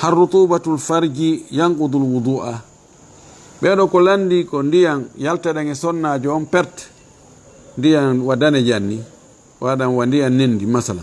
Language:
Fula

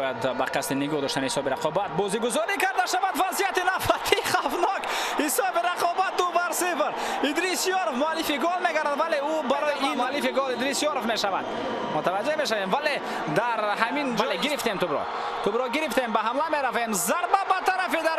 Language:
Tajik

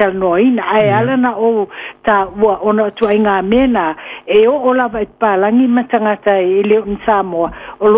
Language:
Samoan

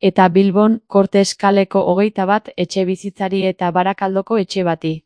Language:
Basque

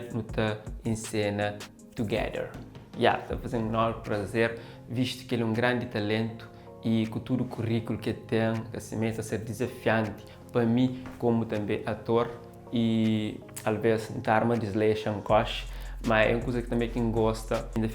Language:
Kabuverdianu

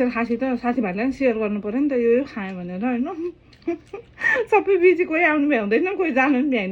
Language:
Nepali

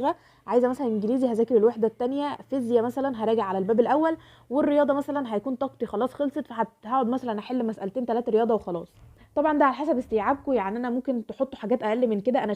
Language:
Egyptian Arabic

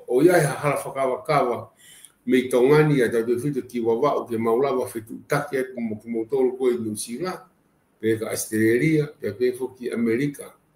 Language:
Tongan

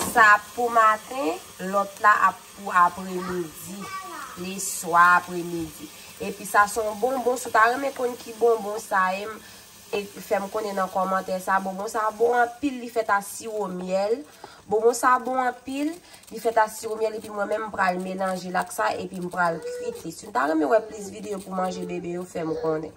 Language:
Haitian Creole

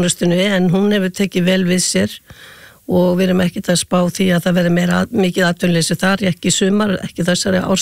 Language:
Icelandic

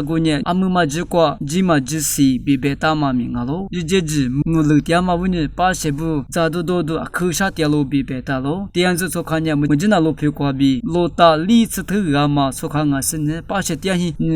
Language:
Lisu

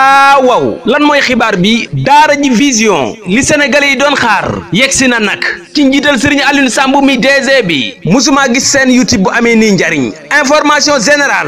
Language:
Wolof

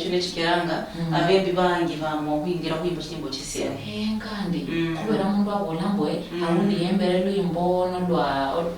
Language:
Luyia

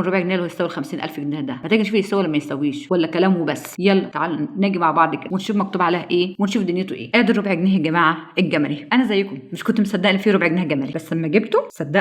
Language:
Egyptian Arabic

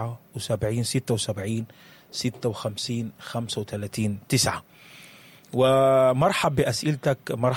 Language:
Sudanese Arabic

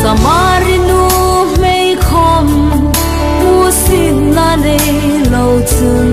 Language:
Hmar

